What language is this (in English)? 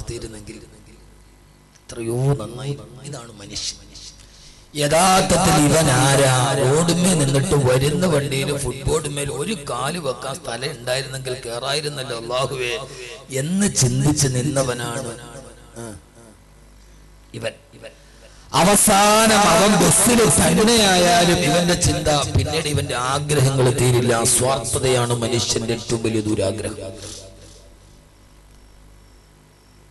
Malayalam